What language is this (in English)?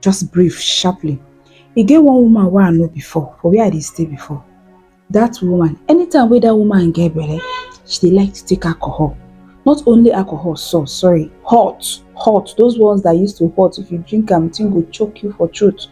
Nigerian Pidgin